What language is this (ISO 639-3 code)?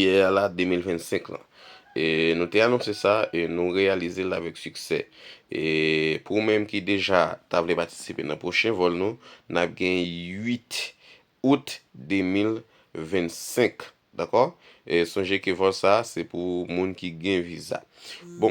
hat